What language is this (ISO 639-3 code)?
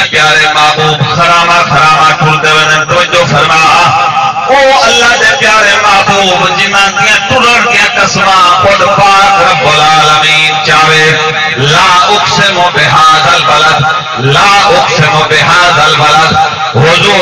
skr